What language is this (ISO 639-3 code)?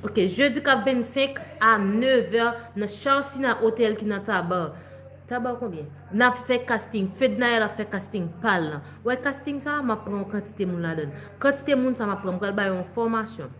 hat